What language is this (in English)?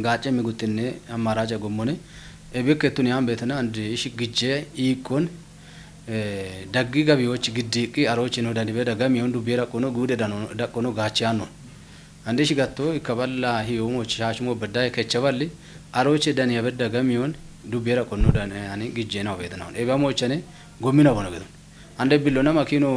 Kafa